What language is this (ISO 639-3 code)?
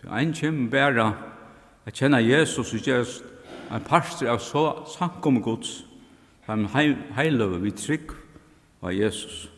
fao